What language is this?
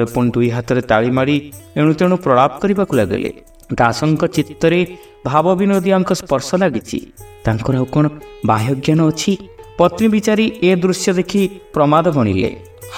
Odia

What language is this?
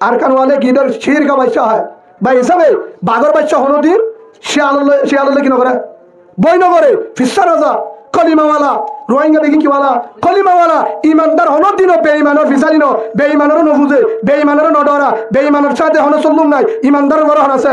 Rohingya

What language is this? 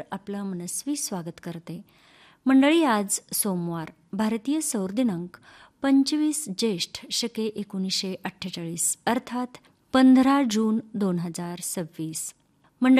Marathi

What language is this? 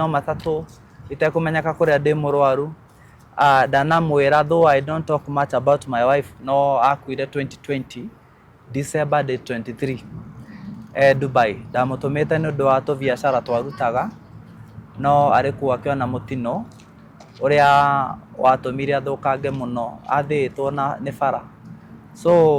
Kikuyu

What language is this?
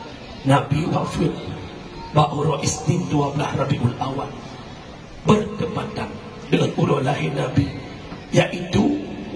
Achinese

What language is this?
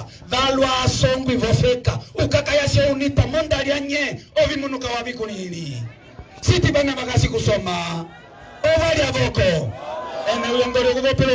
Umbundu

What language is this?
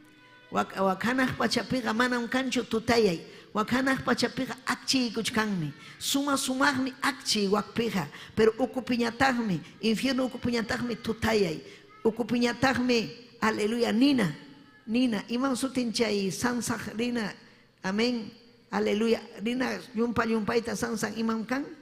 Ayacucho Quechua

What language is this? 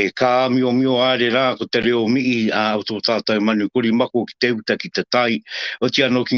Māori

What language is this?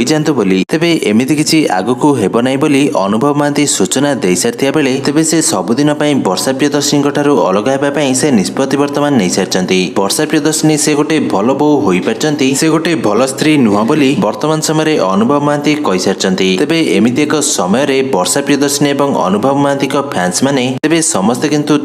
Odia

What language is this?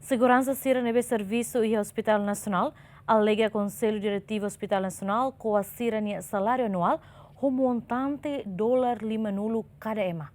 Tetum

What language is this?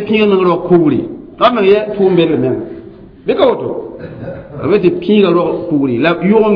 Mossi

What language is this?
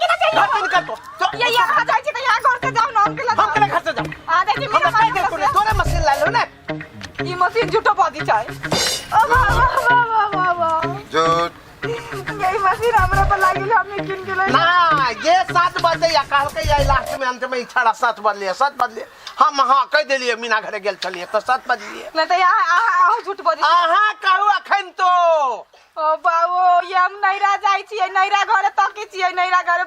Maithili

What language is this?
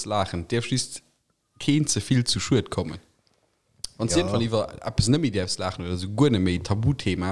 Luxembourgish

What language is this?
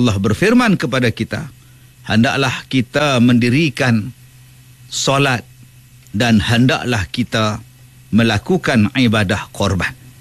Malay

